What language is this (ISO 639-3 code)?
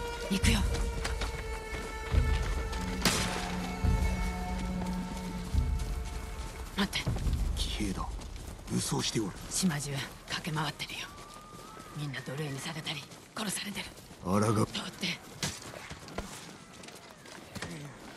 jpn